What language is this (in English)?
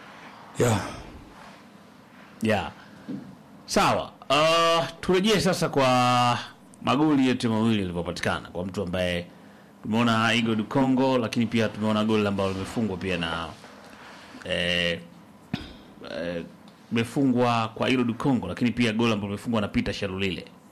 Swahili